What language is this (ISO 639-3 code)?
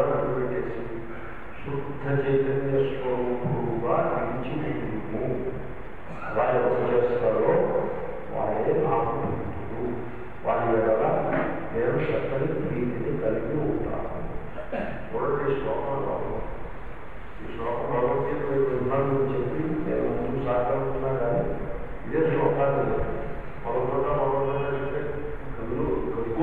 tel